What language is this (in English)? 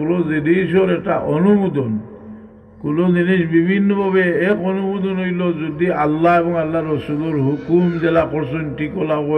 Sylheti